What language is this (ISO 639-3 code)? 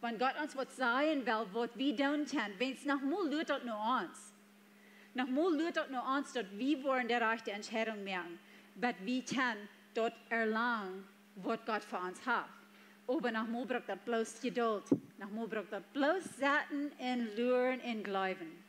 pdt